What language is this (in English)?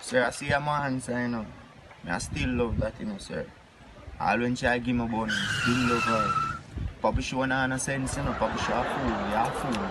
Jamaican Creole English